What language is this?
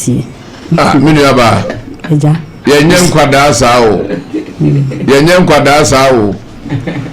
Akan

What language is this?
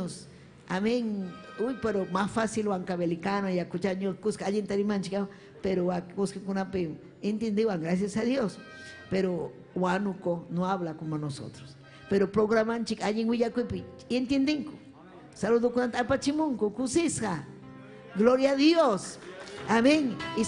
Ayacucho Quechua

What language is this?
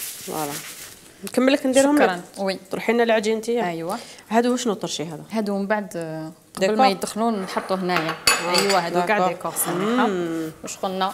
Algerian Arabic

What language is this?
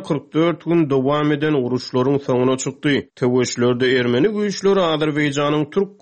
Turkmen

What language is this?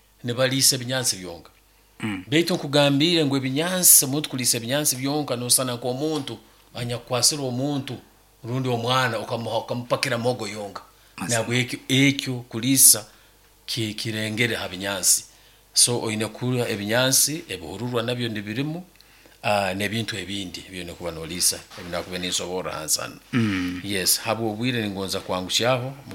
Nyankole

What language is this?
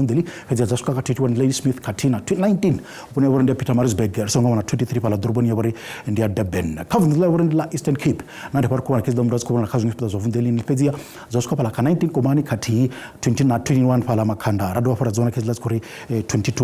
Venda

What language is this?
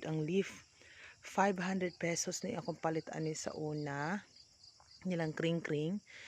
Cebuano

